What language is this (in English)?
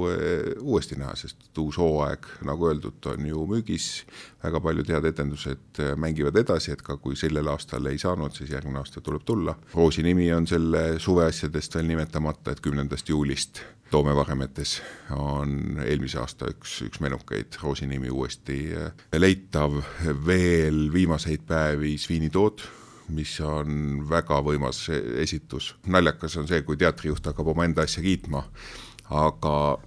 Estonian